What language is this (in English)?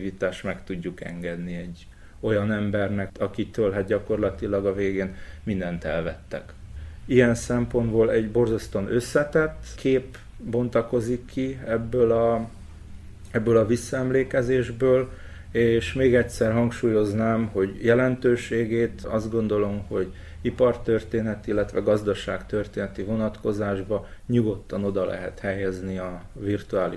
Hungarian